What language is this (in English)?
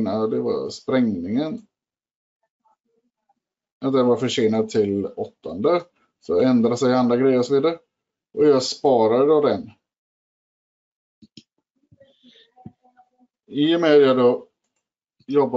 Swedish